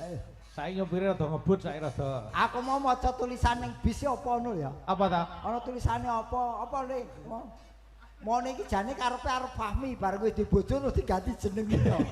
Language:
Javanese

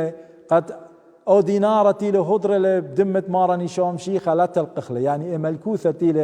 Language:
Assyrian Neo-Aramaic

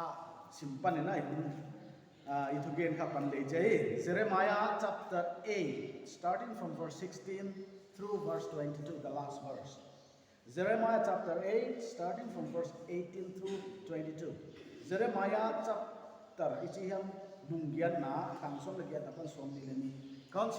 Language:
Paite Chin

